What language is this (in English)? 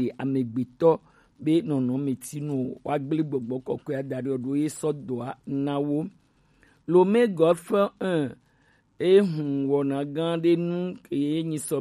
Gen